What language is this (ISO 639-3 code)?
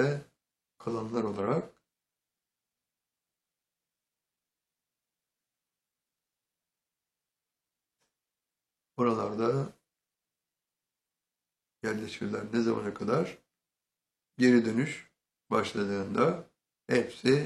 tur